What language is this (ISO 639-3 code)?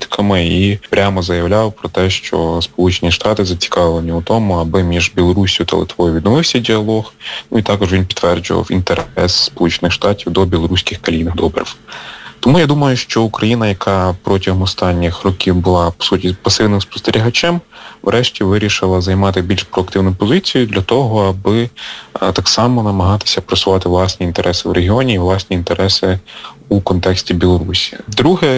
ukr